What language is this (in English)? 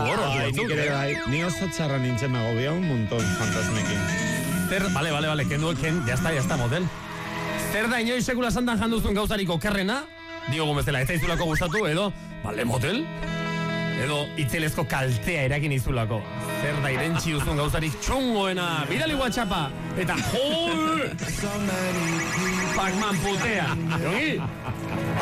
Basque